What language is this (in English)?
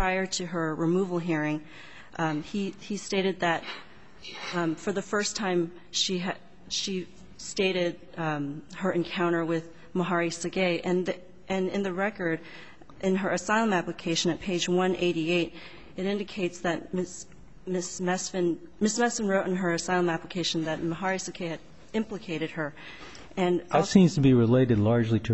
English